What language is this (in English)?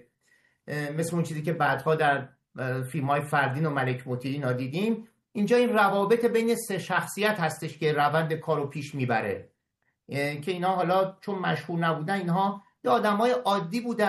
Persian